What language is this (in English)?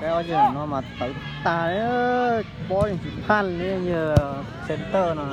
Hmong